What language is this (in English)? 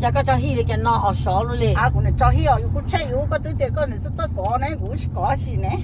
Hmong